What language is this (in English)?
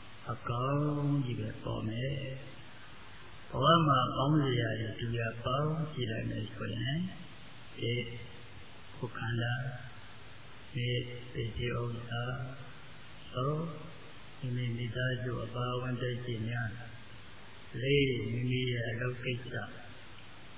Burmese